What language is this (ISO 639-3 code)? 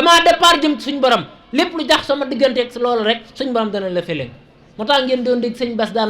wol